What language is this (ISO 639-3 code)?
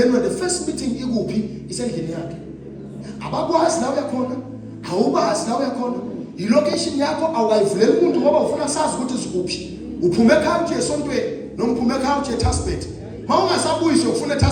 zul